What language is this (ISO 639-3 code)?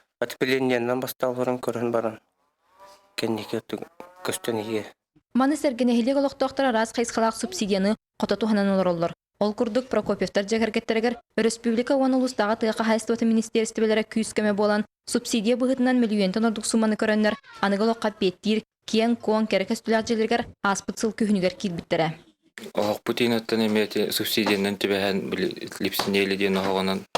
sah